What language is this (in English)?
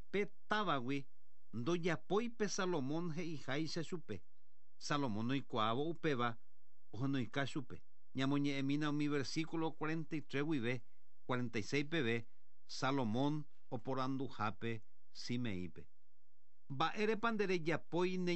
Guarani